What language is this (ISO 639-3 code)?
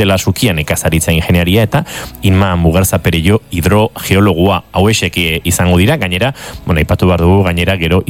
eus